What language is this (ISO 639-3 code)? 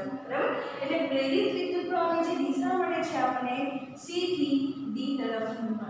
guj